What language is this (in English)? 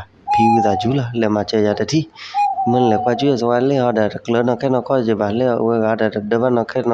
S'gaw Karen